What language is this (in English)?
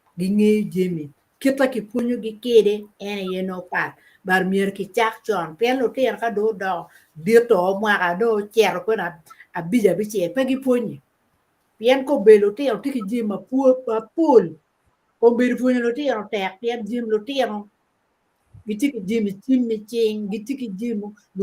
Acoli